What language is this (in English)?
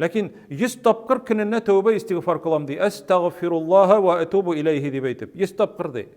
Tatar